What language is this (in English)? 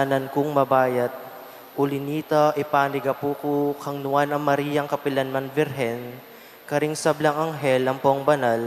Pampanga